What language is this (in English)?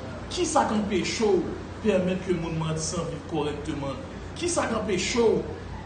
Haitian Creole